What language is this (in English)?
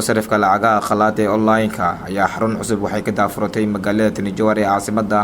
Somali